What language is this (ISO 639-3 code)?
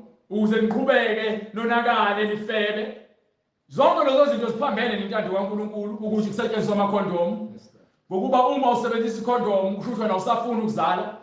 zul